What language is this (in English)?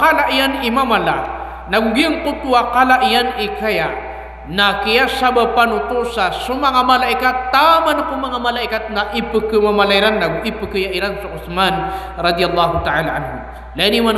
Maranao